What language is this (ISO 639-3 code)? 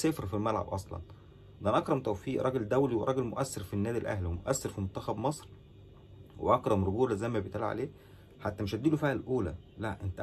arz